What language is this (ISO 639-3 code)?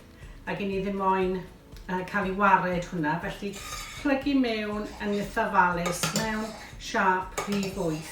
cym